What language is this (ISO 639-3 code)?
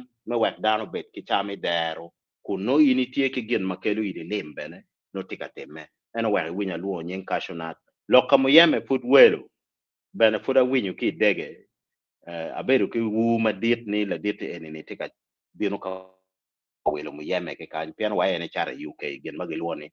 ach